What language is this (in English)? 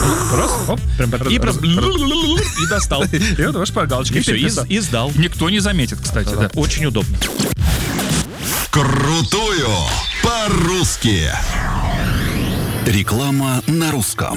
Russian